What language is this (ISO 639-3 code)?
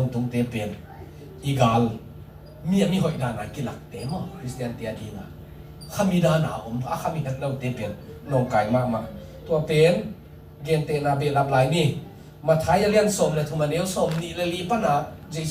ctd